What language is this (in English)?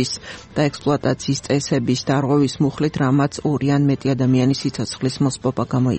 Georgian